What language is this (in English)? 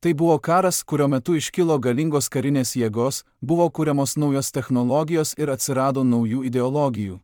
Lithuanian